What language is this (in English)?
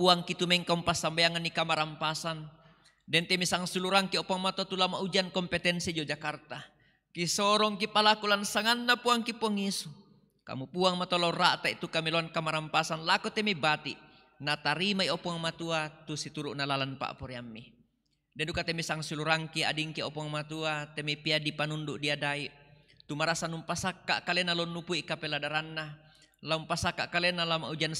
Toraja-Sa'dan